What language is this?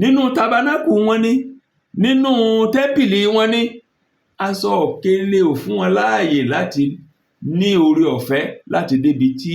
Yoruba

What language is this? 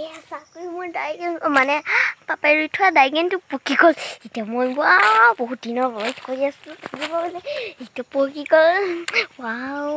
Assamese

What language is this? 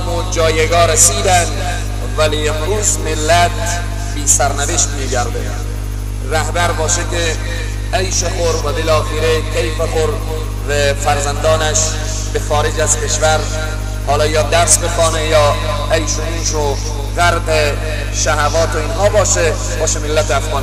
Persian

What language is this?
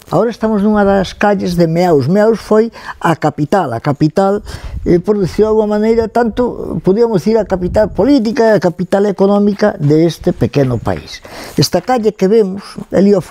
Galician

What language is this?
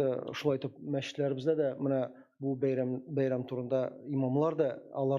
Tatar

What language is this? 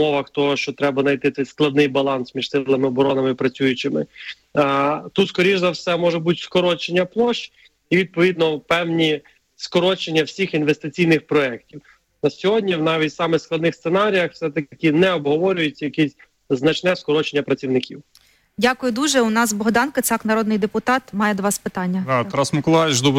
Ukrainian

